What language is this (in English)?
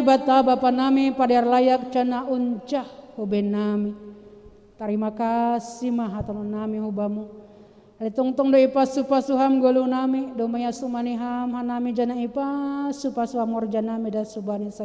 Batak Simalungun